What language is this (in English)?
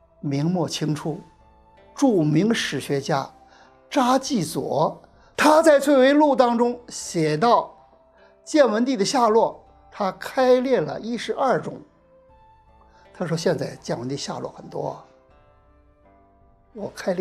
Chinese